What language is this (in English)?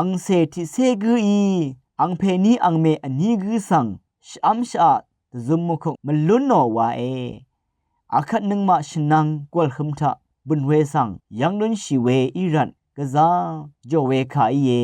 Rawang